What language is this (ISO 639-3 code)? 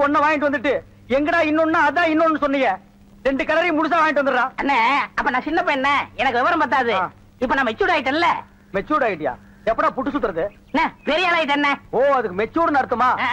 tam